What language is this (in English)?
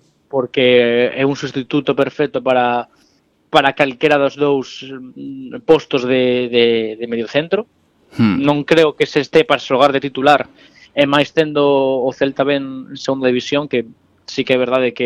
Galician